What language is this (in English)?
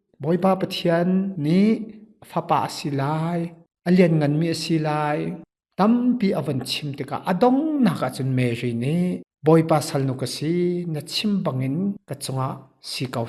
Hakha Chin